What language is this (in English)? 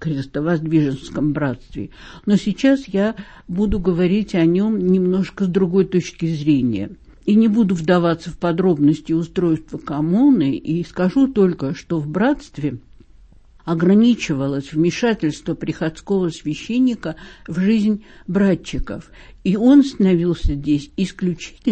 Russian